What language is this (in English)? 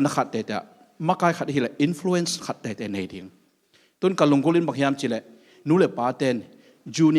Tedim Chin